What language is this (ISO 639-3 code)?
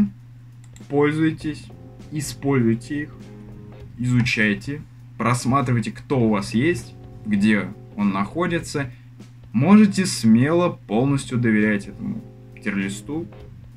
rus